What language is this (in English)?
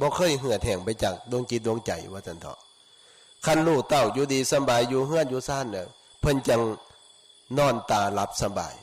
Northeastern Thai